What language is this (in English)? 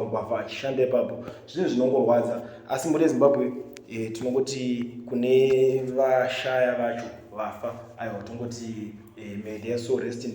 Shona